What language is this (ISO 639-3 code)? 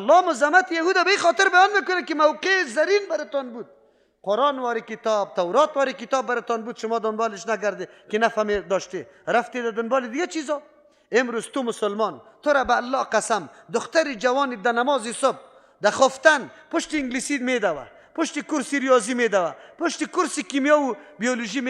fas